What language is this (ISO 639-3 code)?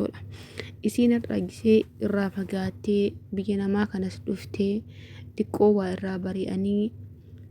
orm